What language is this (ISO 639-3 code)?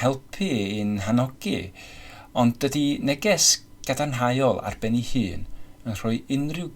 cym